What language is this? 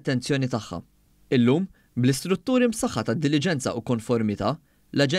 Maltese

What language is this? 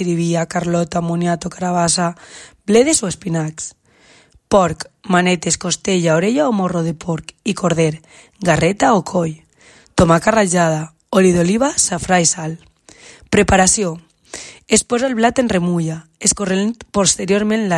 Catalan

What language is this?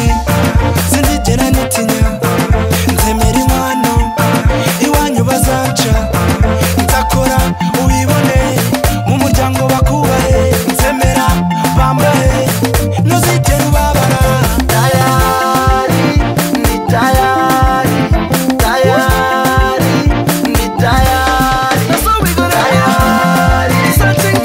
Kinyarwanda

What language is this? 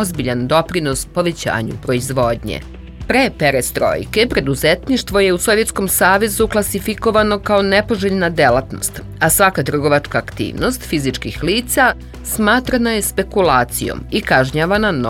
Serbian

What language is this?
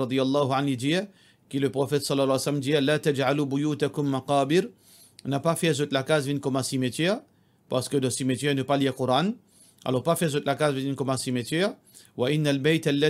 Morisyen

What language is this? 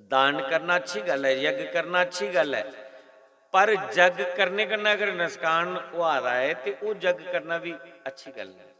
Dogri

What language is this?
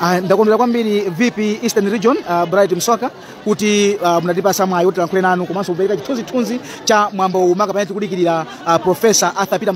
Nyanja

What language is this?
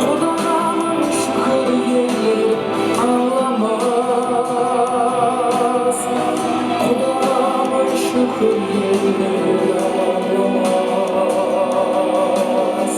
Kara-Kalpak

